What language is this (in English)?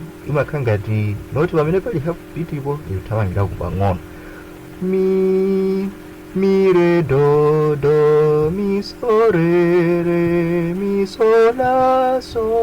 Nyanja